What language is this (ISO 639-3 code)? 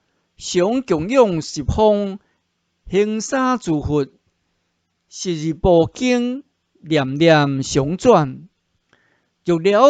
nan